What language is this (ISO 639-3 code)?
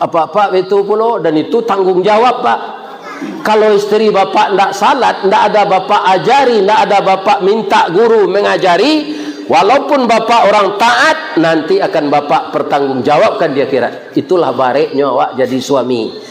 min